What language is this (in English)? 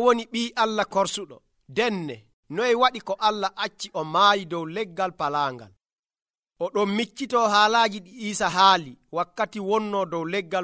Nigerian Fulfulde